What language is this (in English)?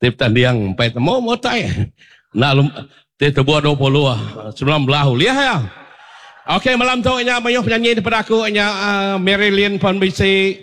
Iban